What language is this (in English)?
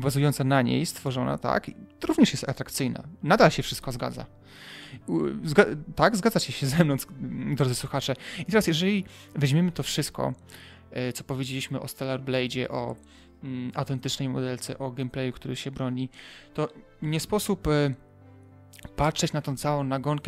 Polish